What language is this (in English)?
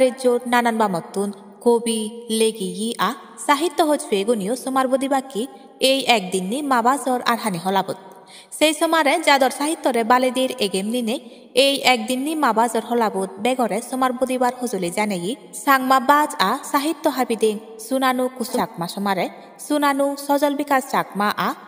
Chakma